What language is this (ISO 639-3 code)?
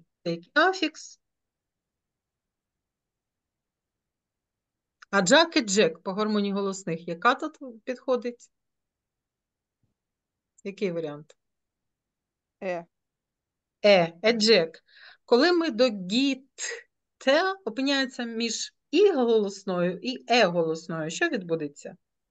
ukr